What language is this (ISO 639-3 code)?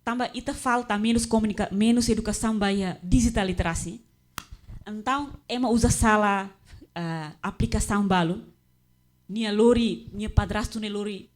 tet